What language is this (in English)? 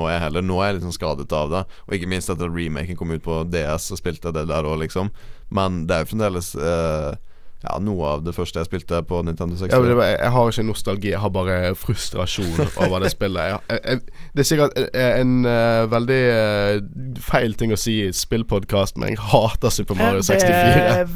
Norwegian